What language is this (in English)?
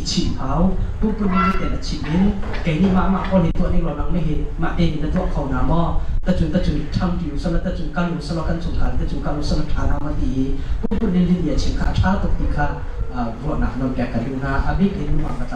Hakha Chin